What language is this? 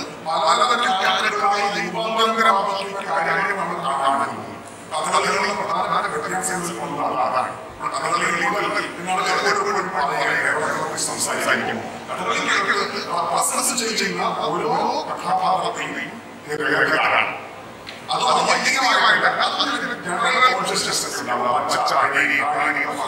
Malayalam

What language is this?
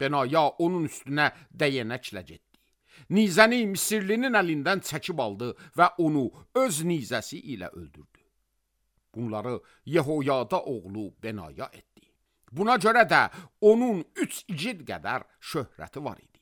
Azerbaijani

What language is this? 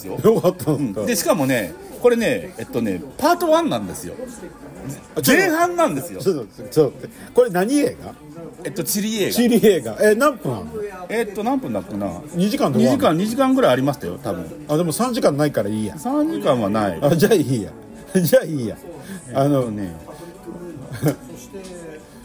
Japanese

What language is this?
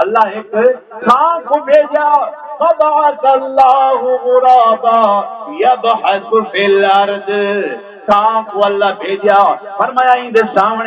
Saraiki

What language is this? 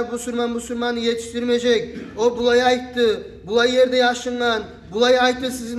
Kumyk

